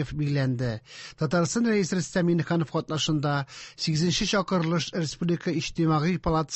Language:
Tatar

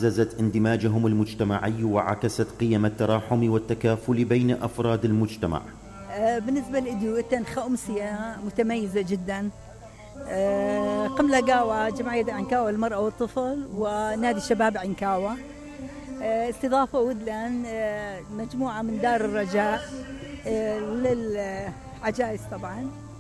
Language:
Mesopotamian Arabic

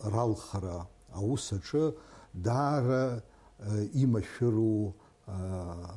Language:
Abkhazian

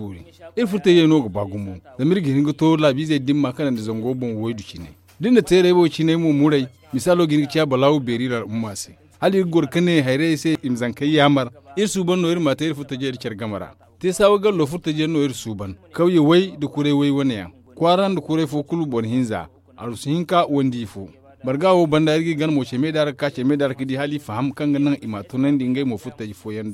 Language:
Zarma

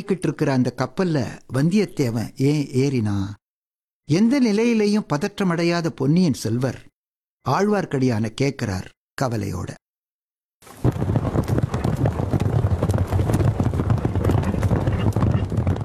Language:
Tamil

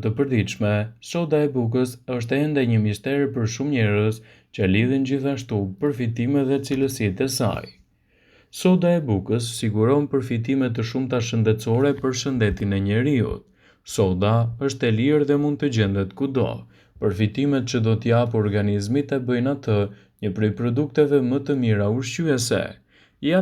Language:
Albanian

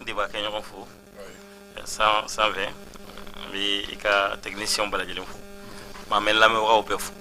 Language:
Bambara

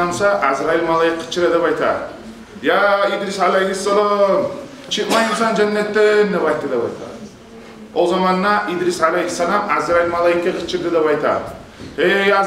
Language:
Kumyk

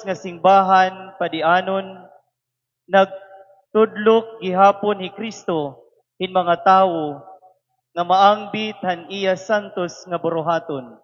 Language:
Waray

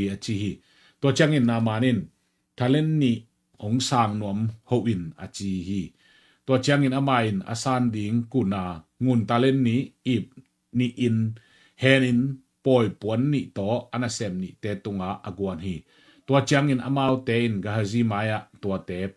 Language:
Tedim Chin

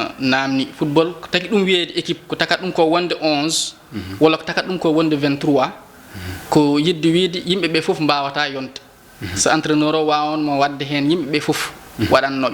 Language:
Fula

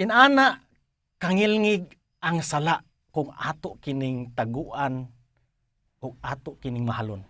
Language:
Cebuano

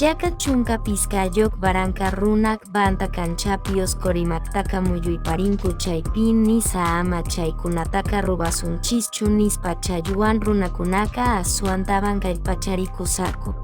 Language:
Quechua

